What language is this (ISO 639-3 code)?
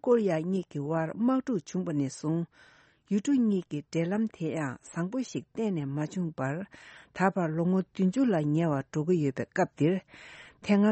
bod